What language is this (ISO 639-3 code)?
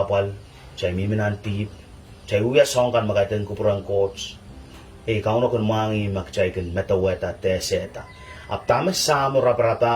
pon